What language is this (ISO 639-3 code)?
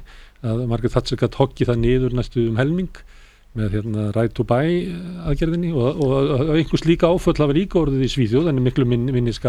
isl